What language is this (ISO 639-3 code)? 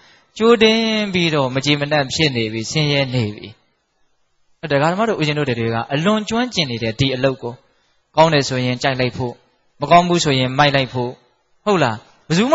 mya